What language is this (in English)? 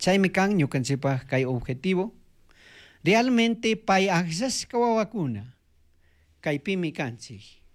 Chimborazo Highland Quichua